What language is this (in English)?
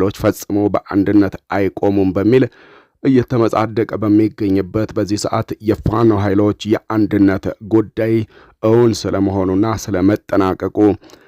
Amharic